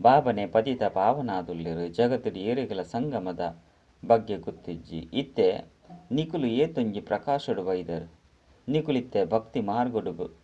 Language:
Tulu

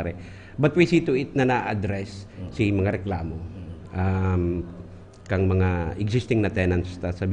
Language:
Bikol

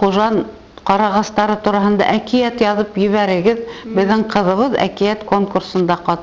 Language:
Bashkir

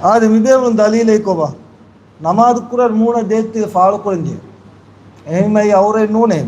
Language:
Divehi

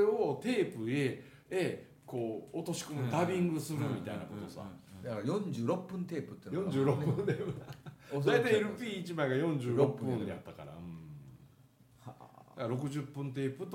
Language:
Japanese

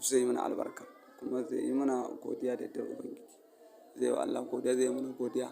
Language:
Hausa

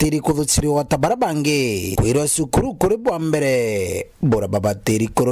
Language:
Meru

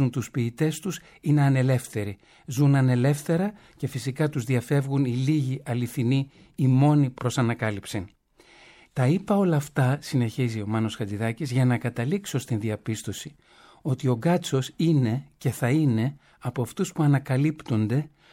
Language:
Greek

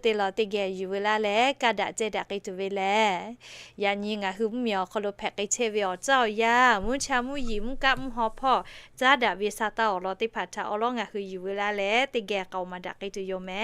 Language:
Lahu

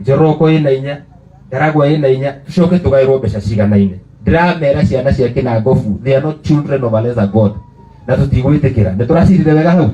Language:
Kikuyu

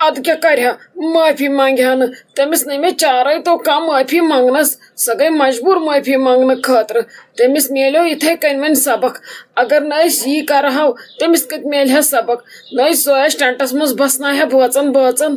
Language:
Kashmiri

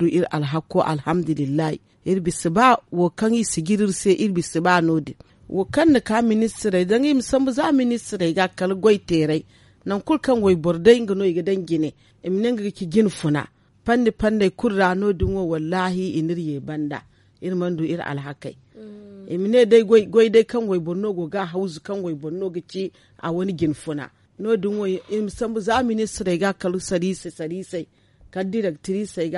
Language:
Zarma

